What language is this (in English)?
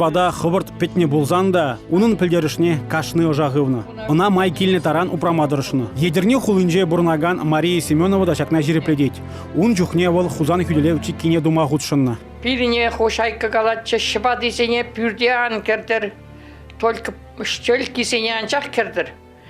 Chuvash